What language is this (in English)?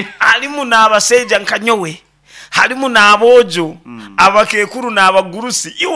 Nyankole